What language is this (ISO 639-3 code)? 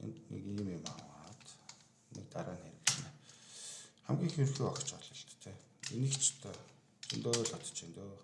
mon